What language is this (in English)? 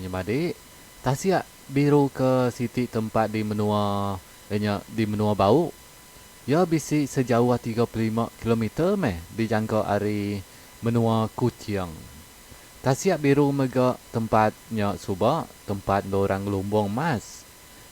Iban